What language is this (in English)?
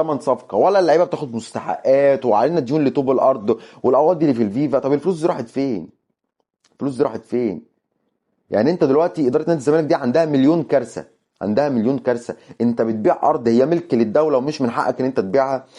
Egyptian Arabic